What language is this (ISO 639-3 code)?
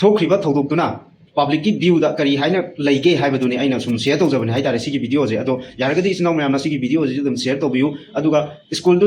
mni